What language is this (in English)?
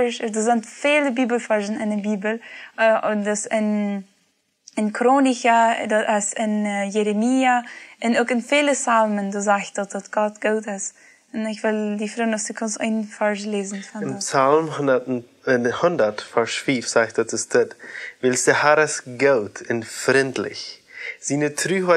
Plautdietsch